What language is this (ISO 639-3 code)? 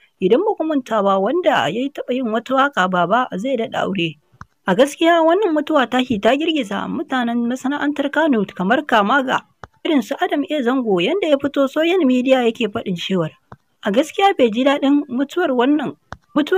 hau